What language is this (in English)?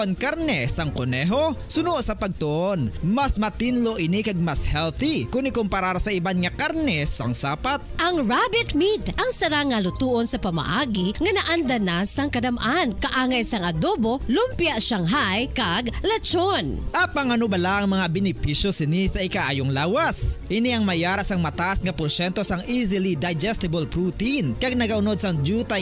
Hiligaynon